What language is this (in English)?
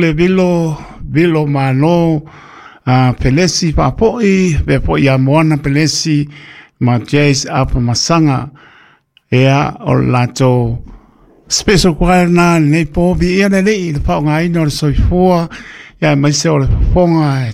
Samoan